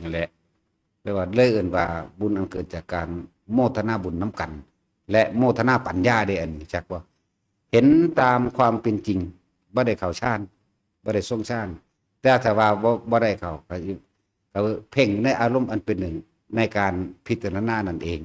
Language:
Northeastern Thai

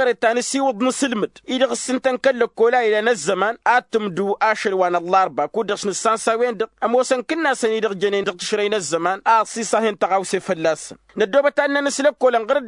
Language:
Tamasheq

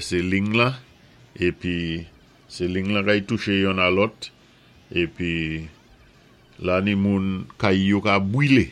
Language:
Saint Lucian Creole French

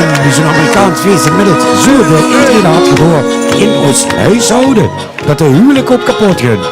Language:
Limburgish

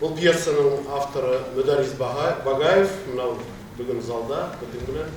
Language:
Bashkir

